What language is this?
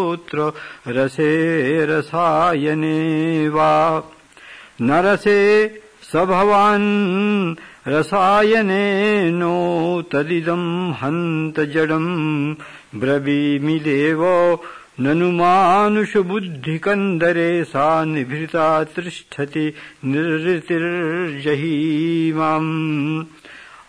Sanskrit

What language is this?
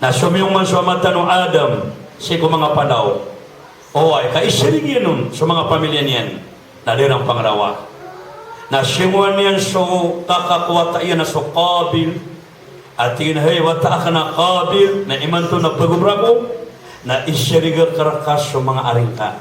Maranao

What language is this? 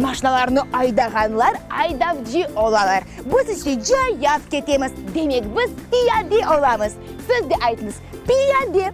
Crimean Tatar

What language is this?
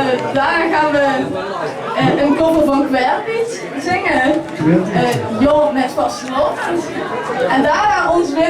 Limburgish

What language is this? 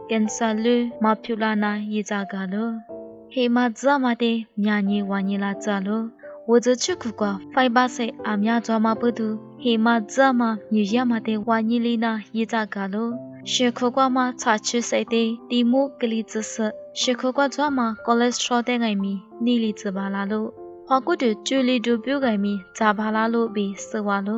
Lisu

